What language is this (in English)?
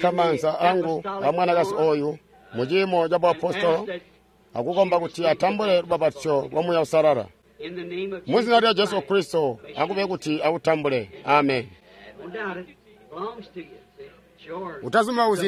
Tonga (Zambia)